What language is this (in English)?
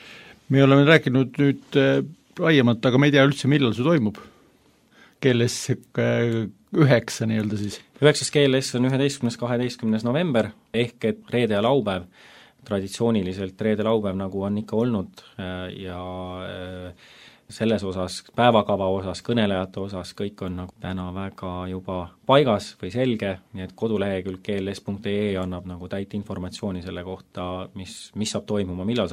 Estonian